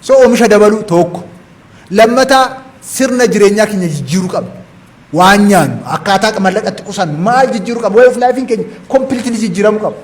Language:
Oromo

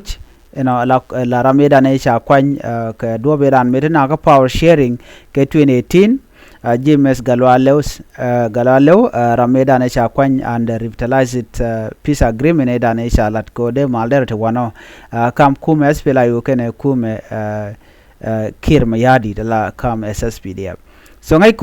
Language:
Nuer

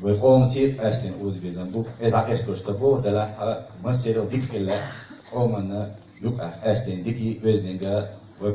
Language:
Chechen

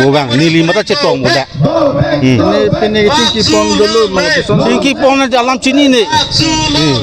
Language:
Karbi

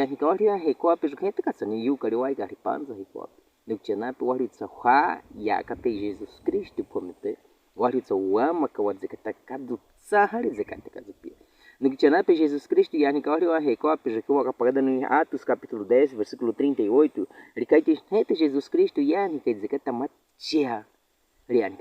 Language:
Baniwa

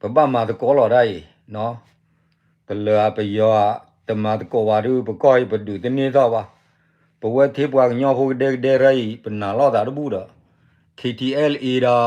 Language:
S'gaw Karen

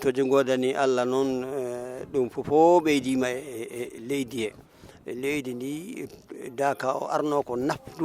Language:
Fula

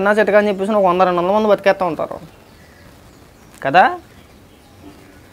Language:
Telugu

